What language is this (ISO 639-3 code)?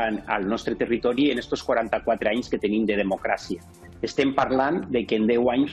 cat